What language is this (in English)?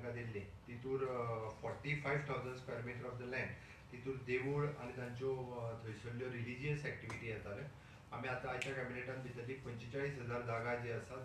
Konkani